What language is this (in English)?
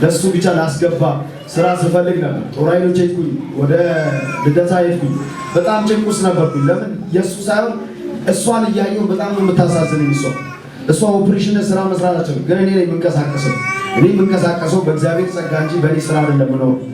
Amharic